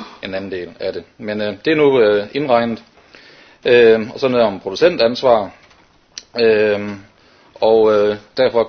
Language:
Danish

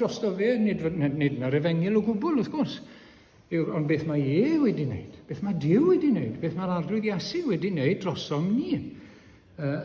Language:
Welsh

